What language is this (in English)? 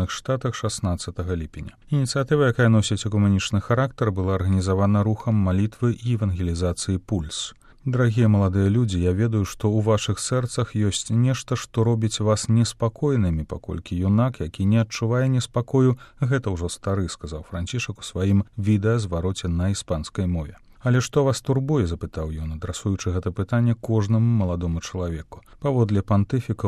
Belarusian